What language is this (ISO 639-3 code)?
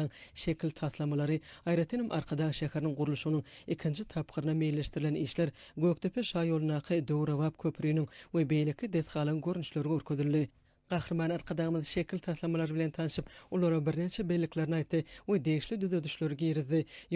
tuk